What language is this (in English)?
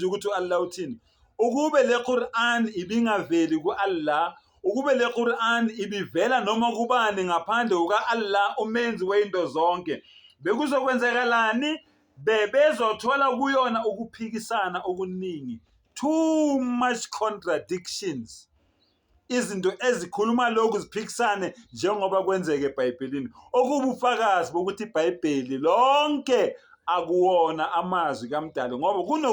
Zulu